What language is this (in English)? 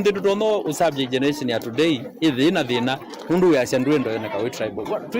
Kamba